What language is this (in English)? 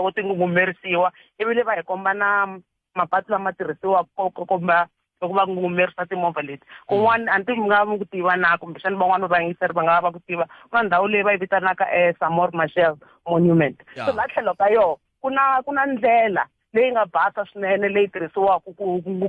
Tsonga